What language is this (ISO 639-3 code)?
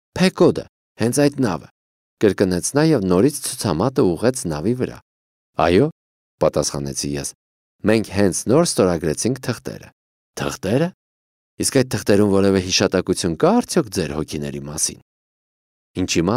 hye